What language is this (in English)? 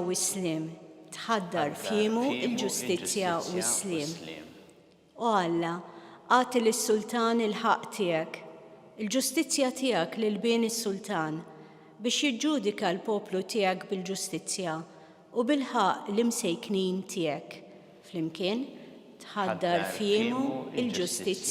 Maltese